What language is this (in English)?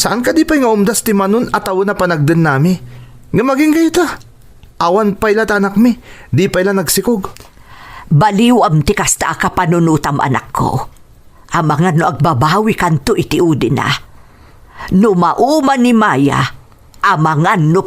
Iloko